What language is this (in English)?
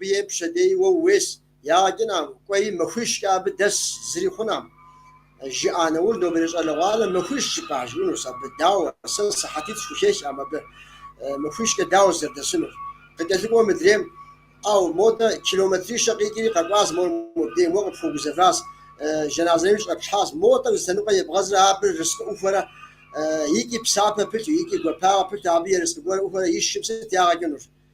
Kabardian